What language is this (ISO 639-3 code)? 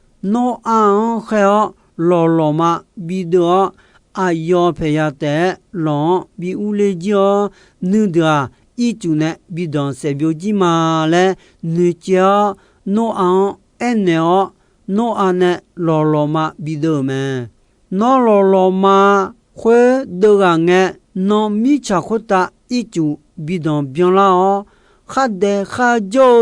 ahk